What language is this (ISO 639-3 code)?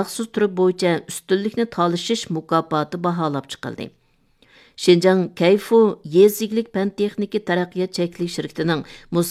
uig